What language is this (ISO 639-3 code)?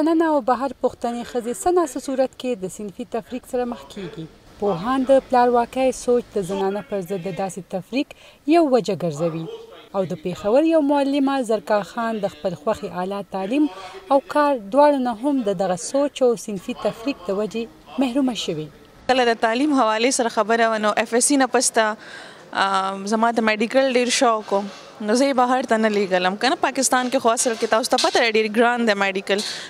pus